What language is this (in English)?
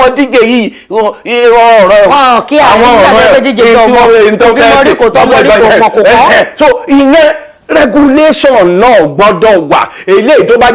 Yoruba